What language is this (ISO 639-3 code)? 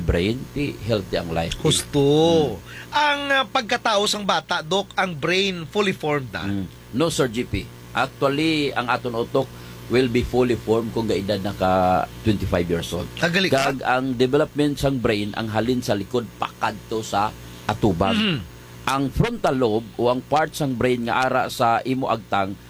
hil